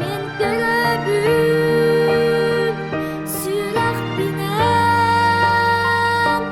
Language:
Yakut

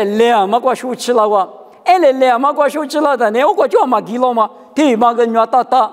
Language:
Lisu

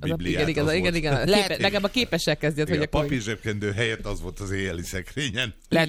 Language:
Hungarian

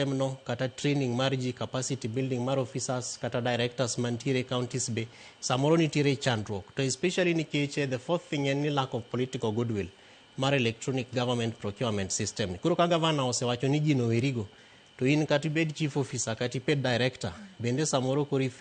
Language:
Luo (Kenya and Tanzania)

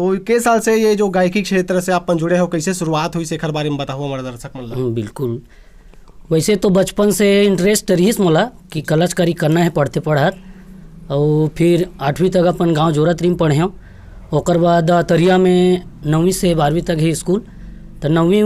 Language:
Chhattisgarhi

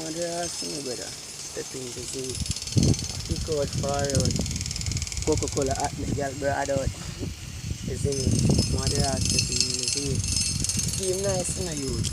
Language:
Jamaican Creole English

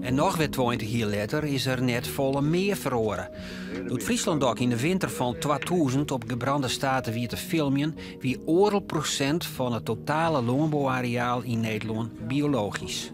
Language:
Western Frisian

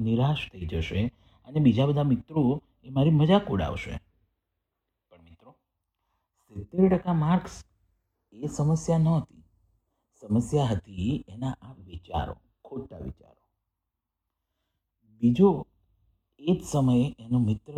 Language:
Gujarati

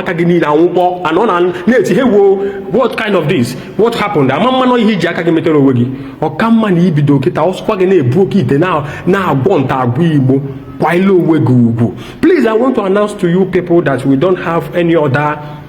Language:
Igbo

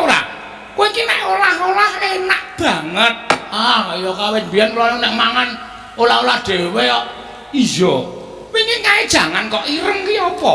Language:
Javanese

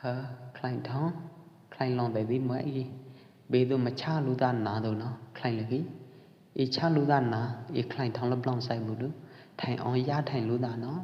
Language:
Pwo Eastern Karen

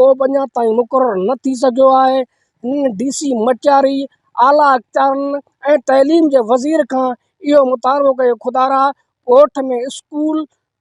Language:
Sindhi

